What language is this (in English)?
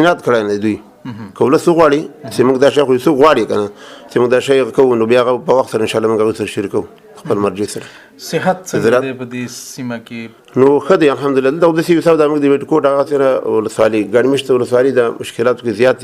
Pashto